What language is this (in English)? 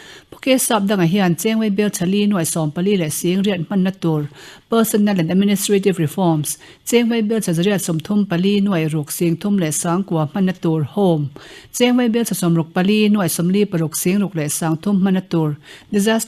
Mizo